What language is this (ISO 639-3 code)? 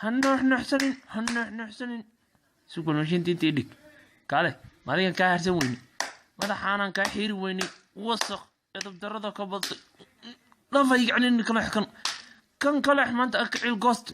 som